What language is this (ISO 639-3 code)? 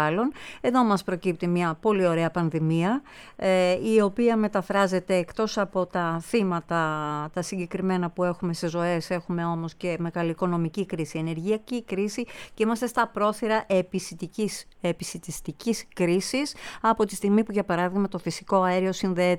ell